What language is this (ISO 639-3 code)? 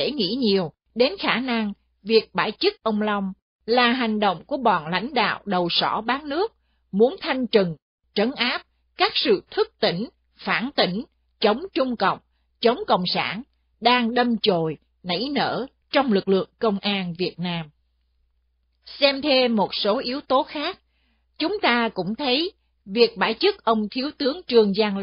vie